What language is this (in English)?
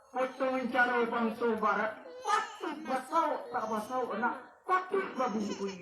Minangkabau